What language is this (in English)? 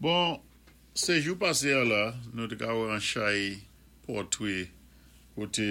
Saint Lucian Creole French